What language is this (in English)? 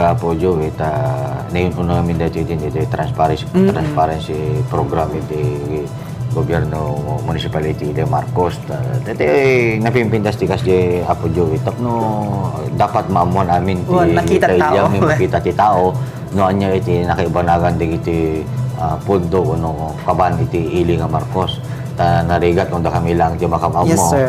Iloko